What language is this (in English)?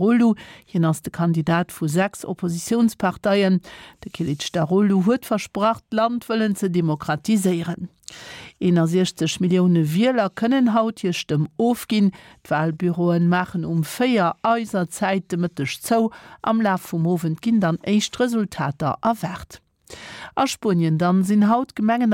Luxembourgish